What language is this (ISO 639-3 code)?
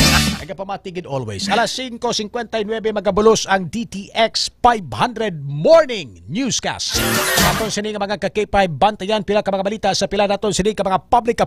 hil